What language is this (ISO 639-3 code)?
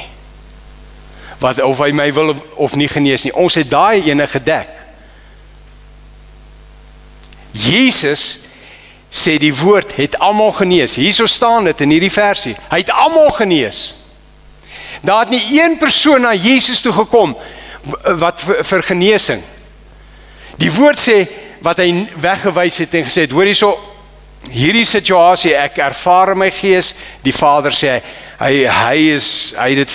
afr